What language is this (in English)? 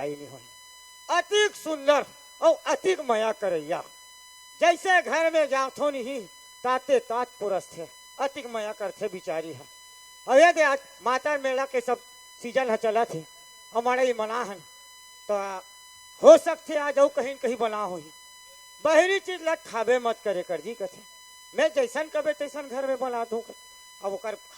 Chhattisgarhi